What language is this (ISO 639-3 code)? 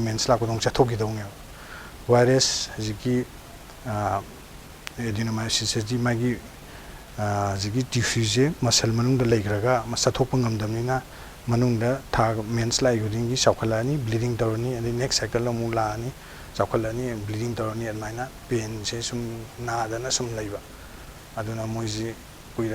mni